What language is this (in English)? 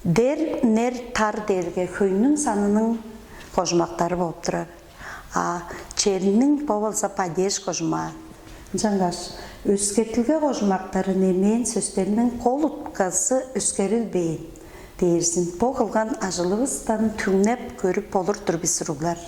Tuvinian